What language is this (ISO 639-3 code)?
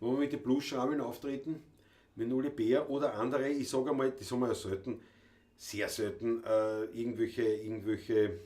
bar